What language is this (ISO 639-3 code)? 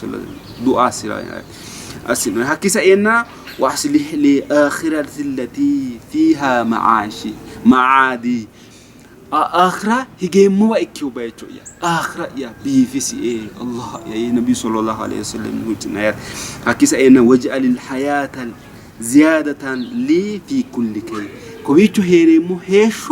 sid